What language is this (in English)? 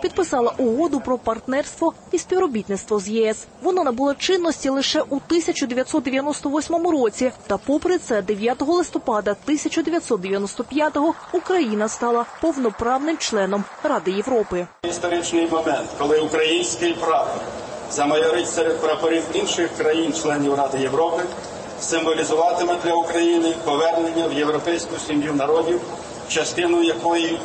Ukrainian